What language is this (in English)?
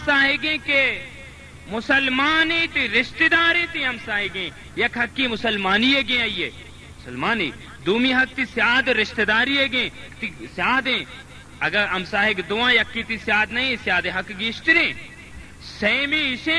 Baluchi